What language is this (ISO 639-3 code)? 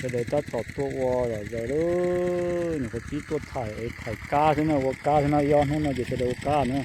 hmn